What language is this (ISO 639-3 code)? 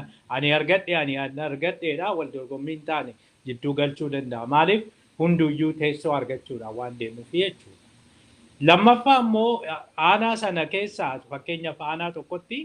orm